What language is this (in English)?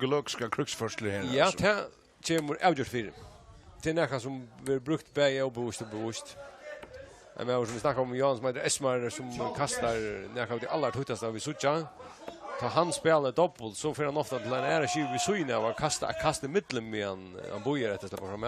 Faroese